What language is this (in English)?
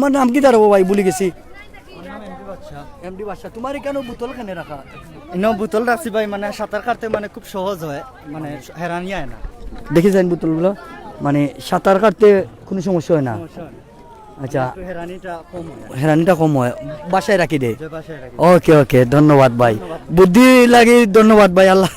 Sylheti